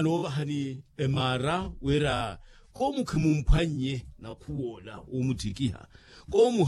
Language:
Makhuwa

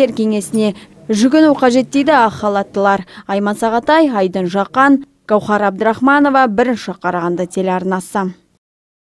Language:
Kazakh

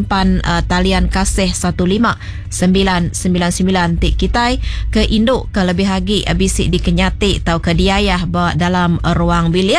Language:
Iban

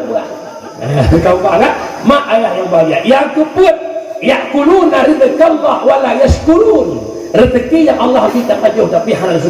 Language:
Achinese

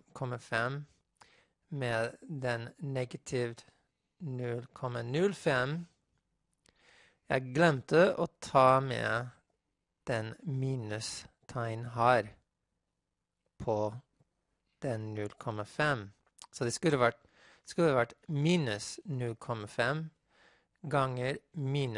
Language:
Norwegian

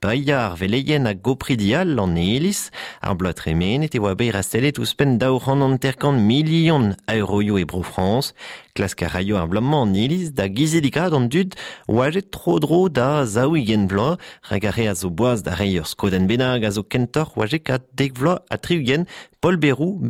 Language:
Breton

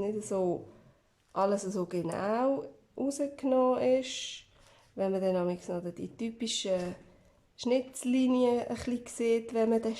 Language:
Swiss German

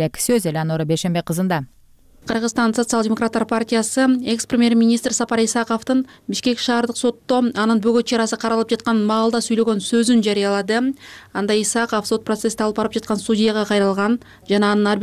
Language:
Kyrgyz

